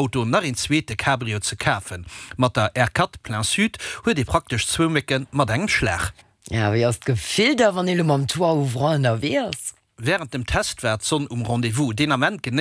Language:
Luxembourgish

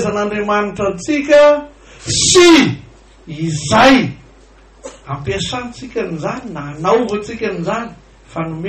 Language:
Malagasy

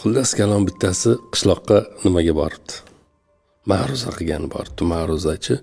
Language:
Uzbek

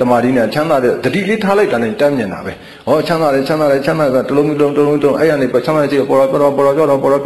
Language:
Burmese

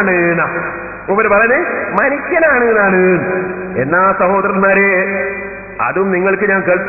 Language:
Malayalam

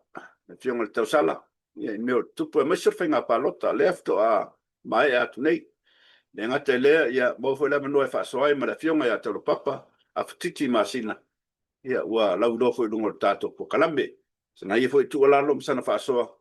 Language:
Samoan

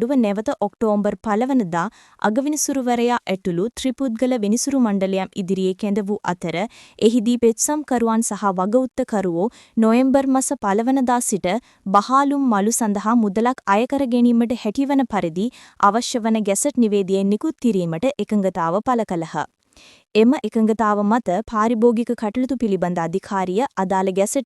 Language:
Sinhala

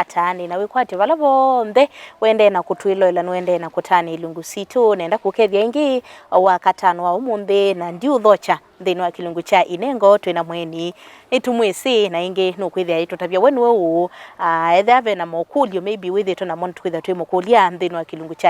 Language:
Kamba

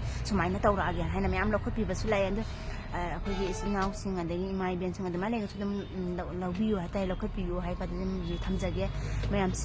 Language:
Manipuri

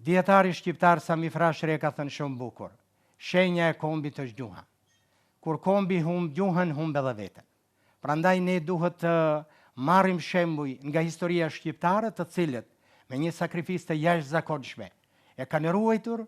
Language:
Albanian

